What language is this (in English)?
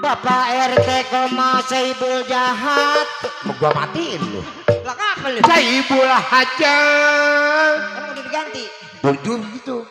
Betawi